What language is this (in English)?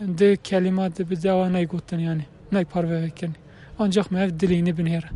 Kurdish